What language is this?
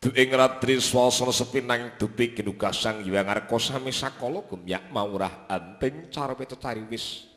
Javanese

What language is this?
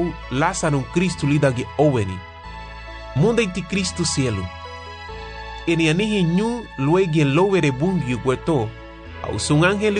Garifuna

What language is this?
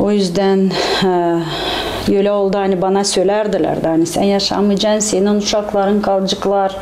Gagauz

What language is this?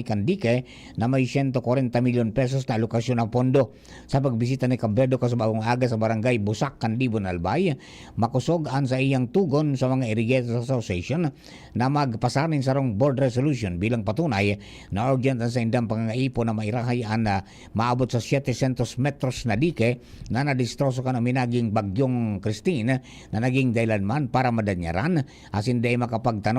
Bikol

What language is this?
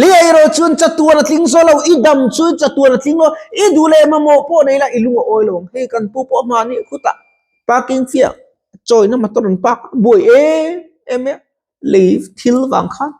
Mizo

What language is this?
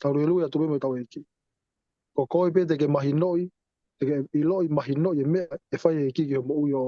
Tongan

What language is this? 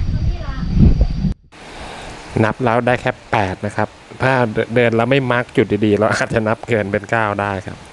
Thai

